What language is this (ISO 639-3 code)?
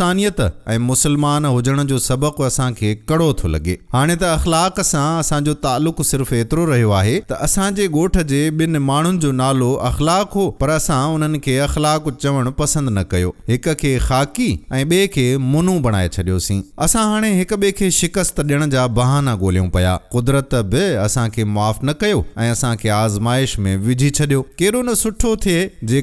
snd